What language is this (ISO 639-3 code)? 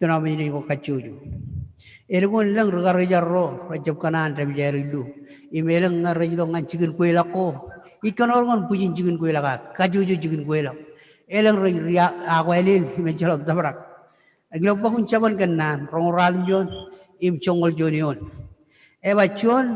mah